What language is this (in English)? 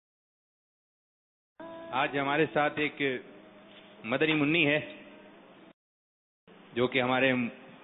Urdu